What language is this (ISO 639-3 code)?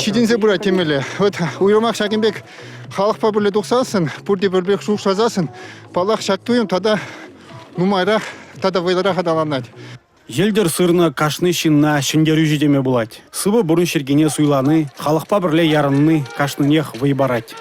chv